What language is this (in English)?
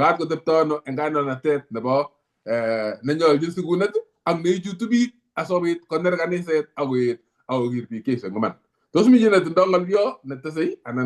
Kalenjin